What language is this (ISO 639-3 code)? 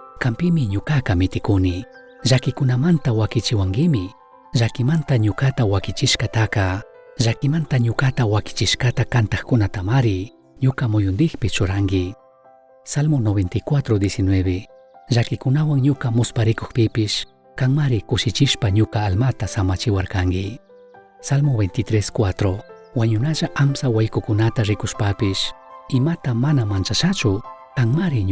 qug